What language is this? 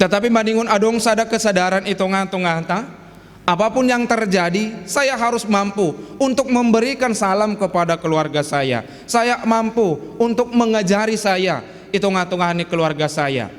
Batak Simalungun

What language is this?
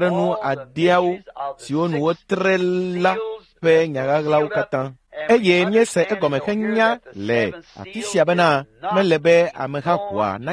Ewe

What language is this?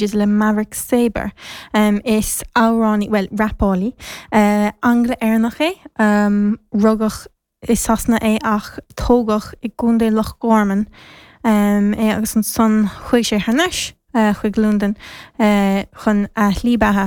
Irish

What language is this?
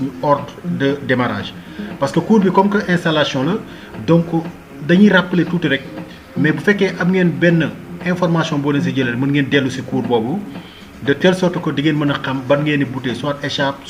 Wolof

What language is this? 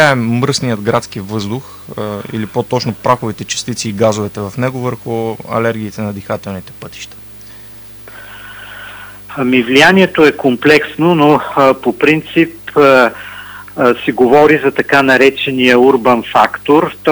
Bulgarian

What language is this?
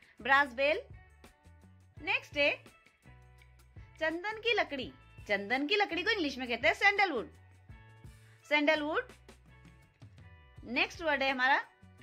Hindi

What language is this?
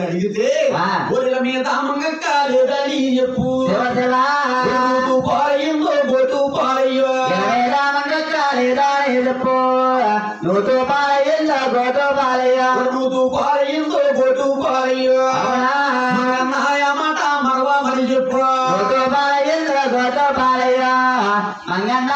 Telugu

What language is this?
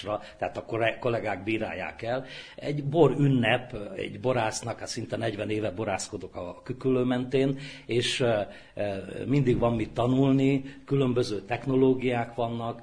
Hungarian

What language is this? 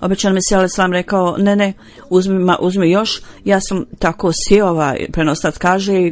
Bosnian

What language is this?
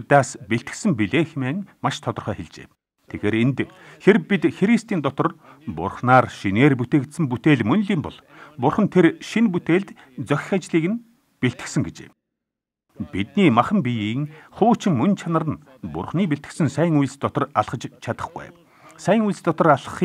Mongolian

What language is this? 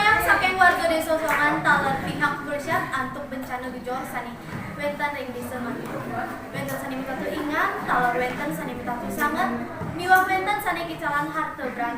Balinese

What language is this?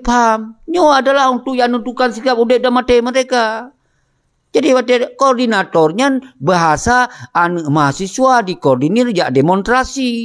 Achinese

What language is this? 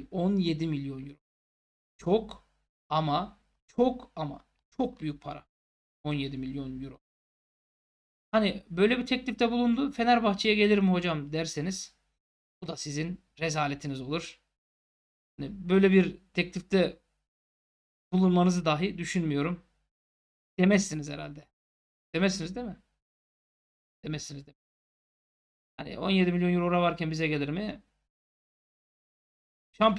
Turkish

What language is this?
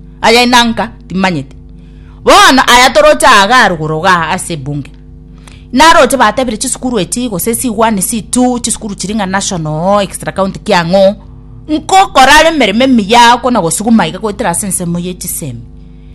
Gusii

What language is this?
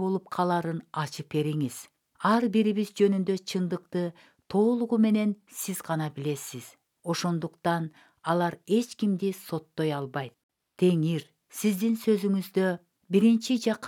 Kyrgyz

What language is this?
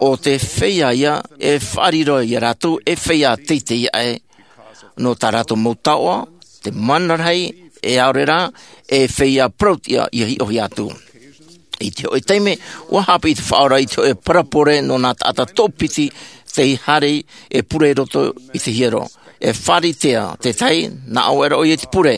Tahitian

